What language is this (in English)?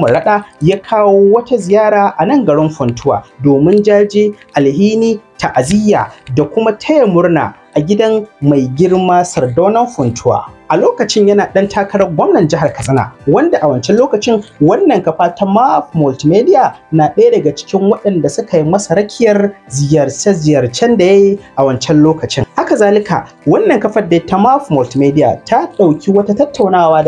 Hausa